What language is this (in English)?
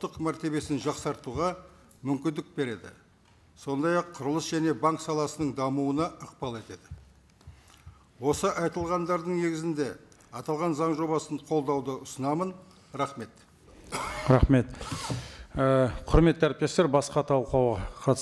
Kazakh